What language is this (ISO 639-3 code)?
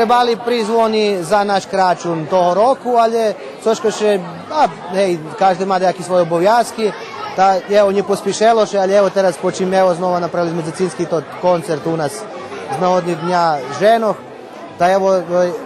rue